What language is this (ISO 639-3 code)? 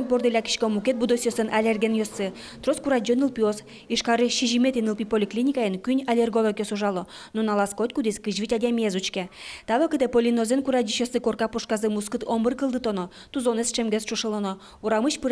udm